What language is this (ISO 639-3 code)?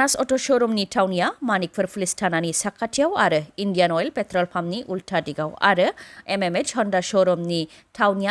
brx